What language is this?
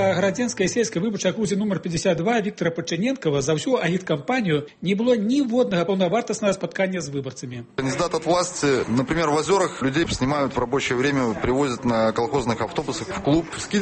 Belarusian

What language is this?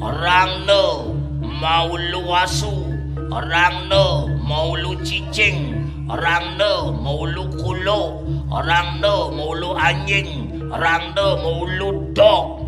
Balinese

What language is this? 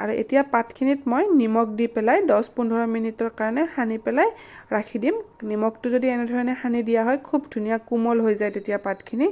Assamese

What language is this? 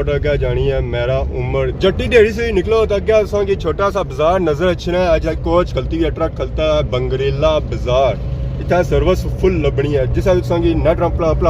Pahari-Potwari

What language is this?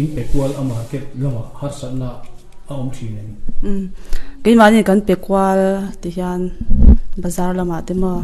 Mizo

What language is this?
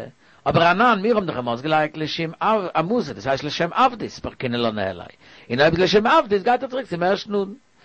Yiddish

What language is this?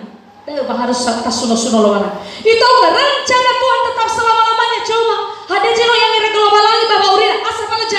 Nias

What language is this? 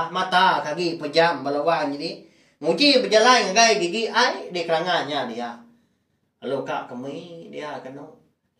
Iban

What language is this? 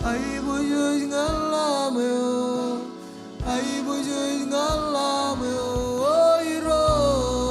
Marshallese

